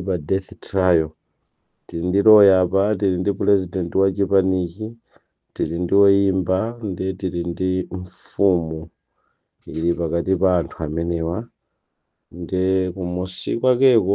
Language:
Nyanja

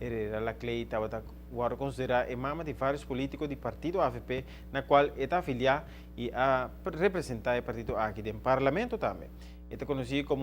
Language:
Papiamento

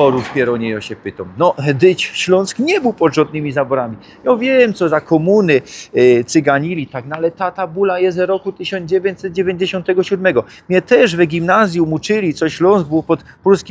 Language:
Silesian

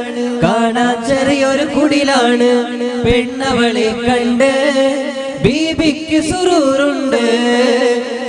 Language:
Malayalam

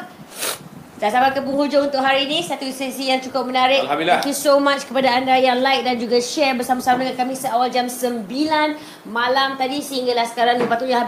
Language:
Malay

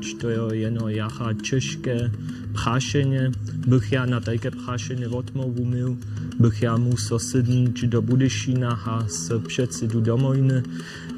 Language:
Upper Sorbian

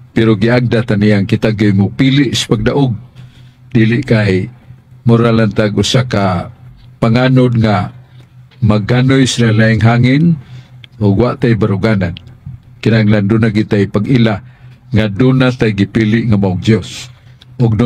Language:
Cebuano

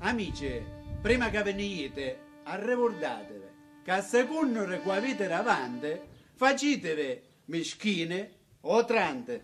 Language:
Sicilian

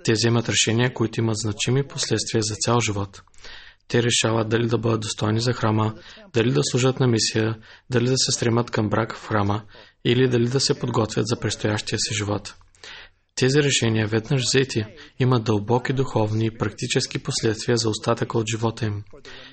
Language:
Bulgarian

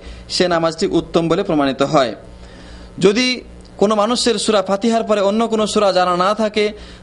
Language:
Bangla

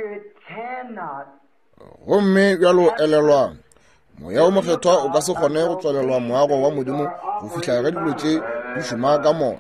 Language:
Northern Sotho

